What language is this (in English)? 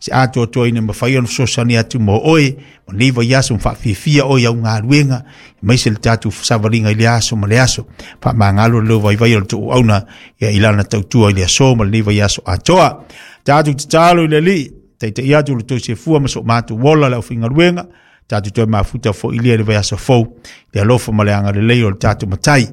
Samoan